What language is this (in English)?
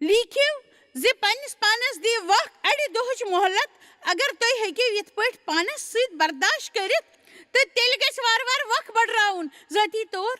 Kashmiri